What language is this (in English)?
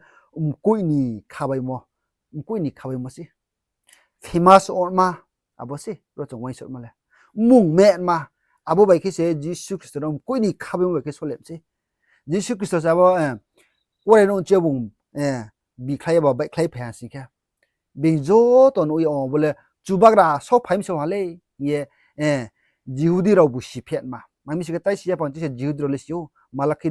Riang (India)